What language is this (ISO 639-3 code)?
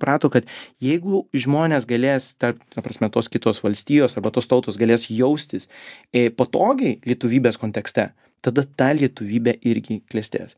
lit